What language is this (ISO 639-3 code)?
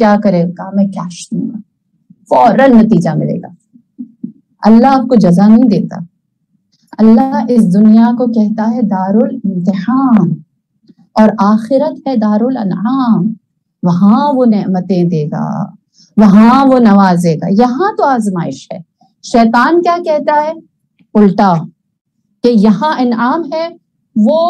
urd